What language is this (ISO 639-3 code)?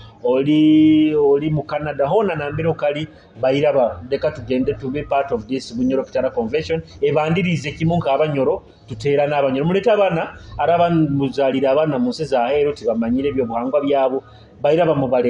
nyo